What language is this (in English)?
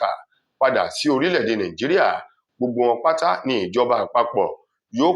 Yoruba